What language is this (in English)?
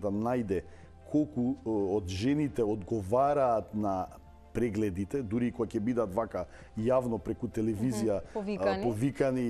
Macedonian